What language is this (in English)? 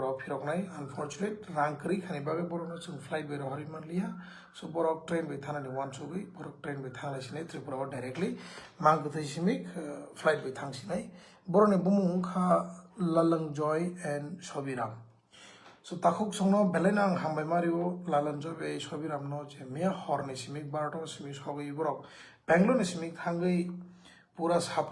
Kok Borok